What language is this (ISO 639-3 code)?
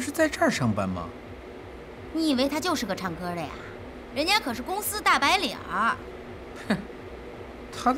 zho